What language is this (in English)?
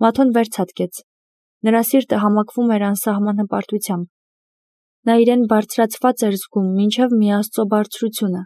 Armenian